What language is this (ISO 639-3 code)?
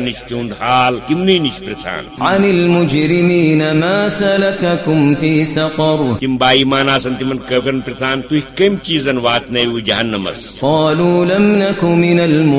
kas